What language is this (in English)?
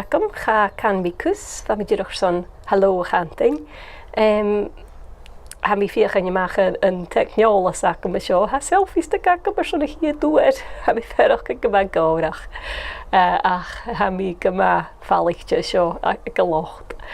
Scottish Gaelic